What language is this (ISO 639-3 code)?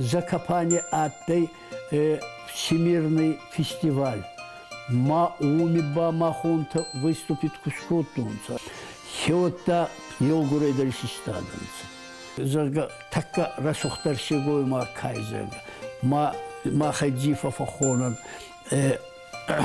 oss